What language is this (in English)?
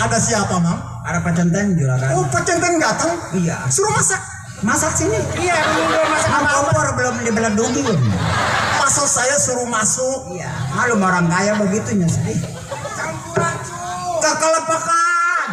Betawi